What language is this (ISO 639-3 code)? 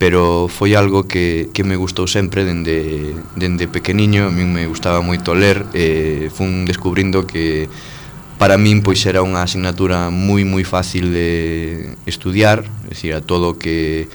glg